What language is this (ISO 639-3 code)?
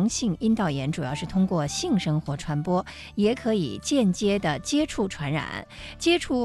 zho